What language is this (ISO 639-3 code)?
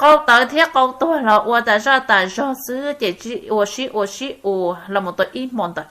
hmn